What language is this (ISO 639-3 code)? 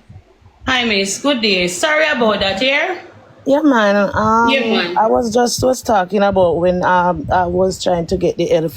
jam